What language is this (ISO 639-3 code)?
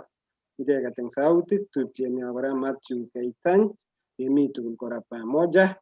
kln